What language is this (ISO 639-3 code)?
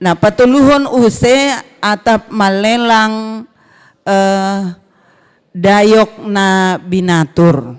bts